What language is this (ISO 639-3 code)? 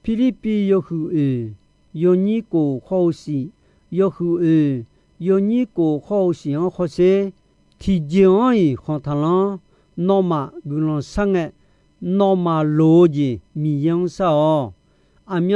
ahk